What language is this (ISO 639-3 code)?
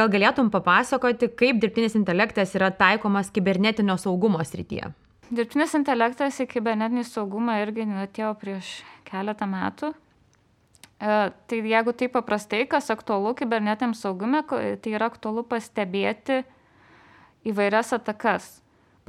lit